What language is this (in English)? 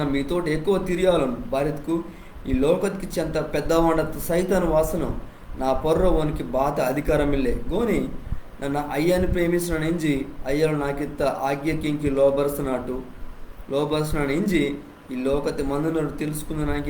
Koya